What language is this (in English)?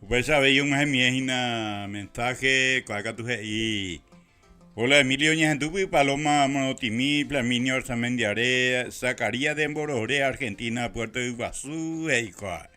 Guarani